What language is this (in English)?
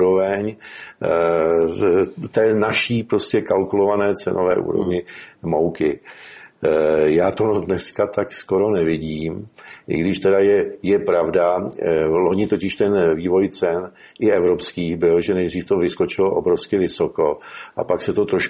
Czech